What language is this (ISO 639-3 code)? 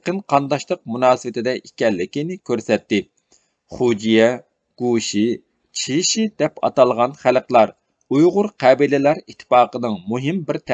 uig